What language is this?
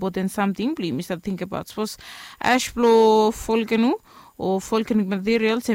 Bislama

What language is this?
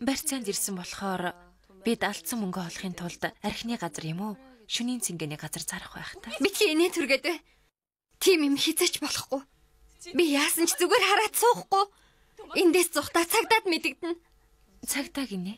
Mongolian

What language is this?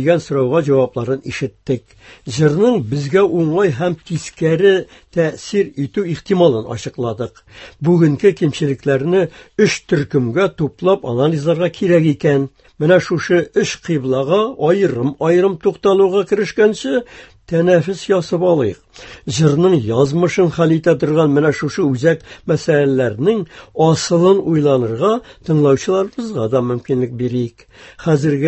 Tatar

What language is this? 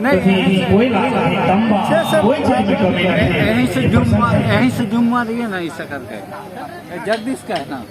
Sadri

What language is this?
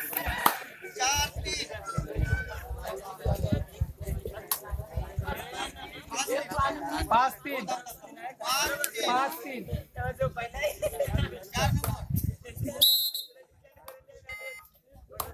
Marathi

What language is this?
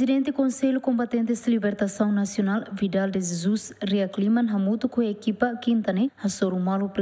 Tetum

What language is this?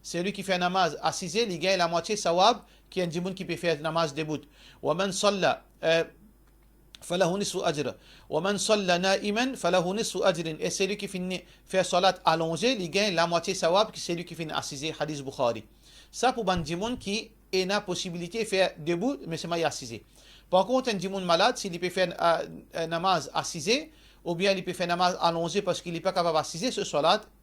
Morisyen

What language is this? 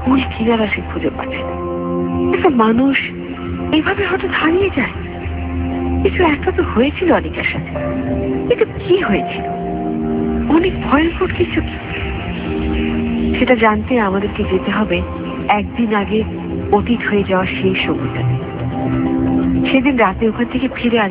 Bangla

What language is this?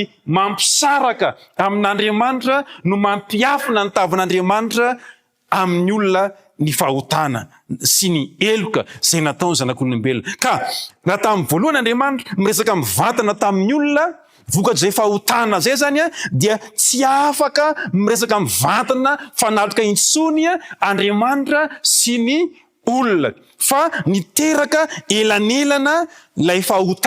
Malagasy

